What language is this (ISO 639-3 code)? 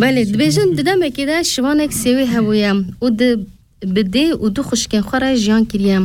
kur